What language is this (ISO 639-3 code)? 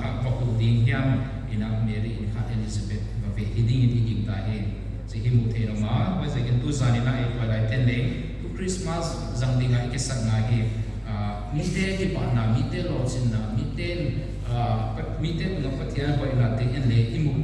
pck